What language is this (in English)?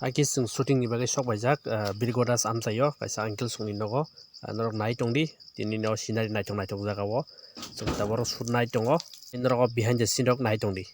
Kok Borok